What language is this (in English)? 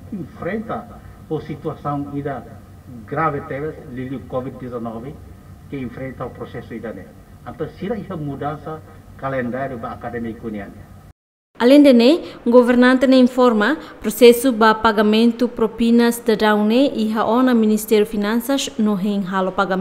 Tetum